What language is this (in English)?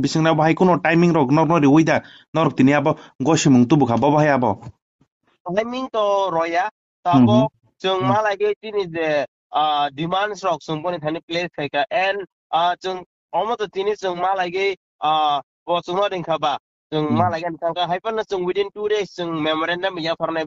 Kok Borok